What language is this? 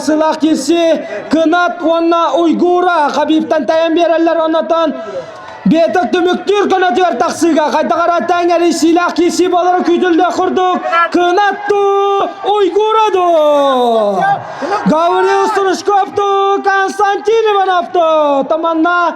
Yakut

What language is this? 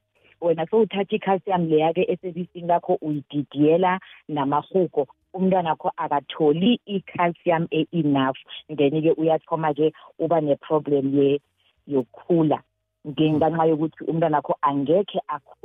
South Ndebele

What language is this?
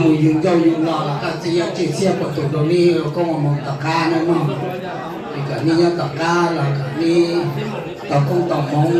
Hmong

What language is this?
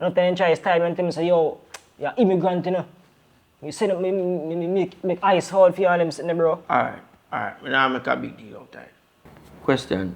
Jamaican Creole English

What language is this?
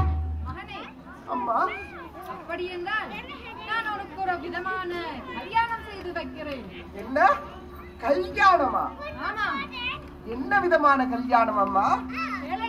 Tamil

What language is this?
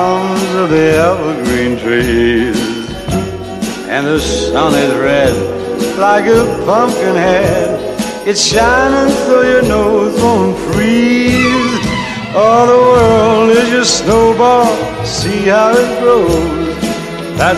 English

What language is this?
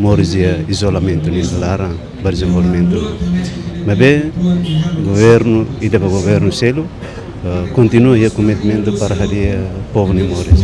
Tetum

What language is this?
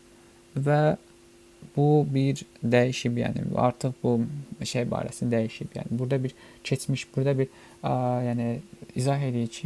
Azerbaijani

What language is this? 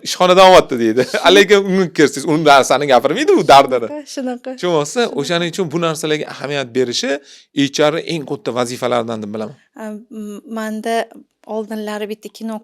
Uzbek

